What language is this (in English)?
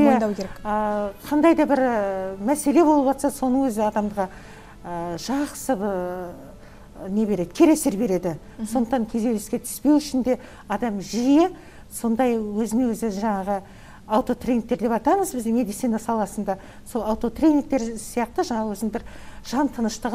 Kazakh